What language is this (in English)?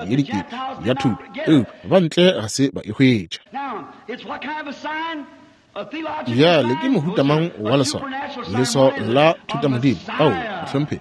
Northern Sotho